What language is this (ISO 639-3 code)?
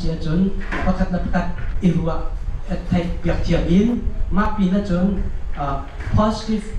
cnh